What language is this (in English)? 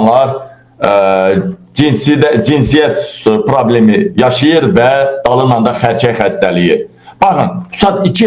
Azerbaijani